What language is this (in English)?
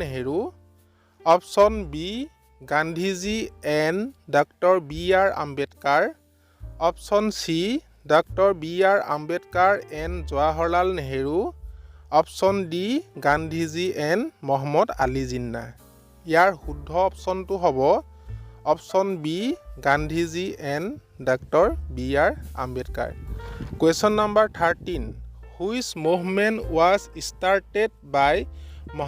Assamese